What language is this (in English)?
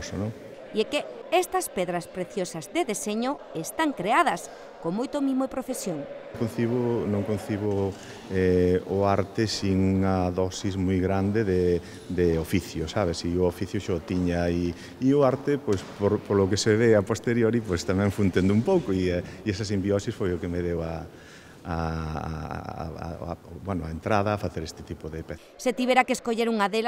Galician